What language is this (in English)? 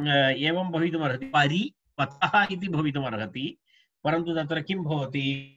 Sanskrit